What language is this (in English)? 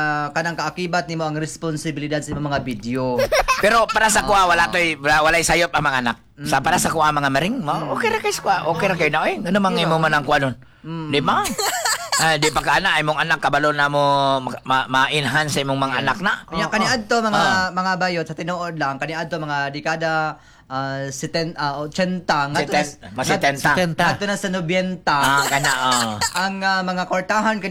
Cebuano